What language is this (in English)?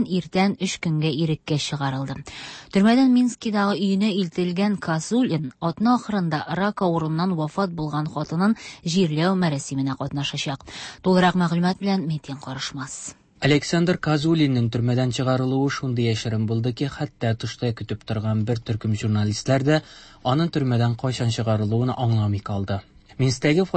Tatar